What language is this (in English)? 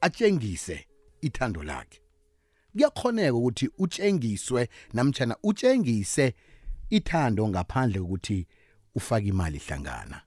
South Ndebele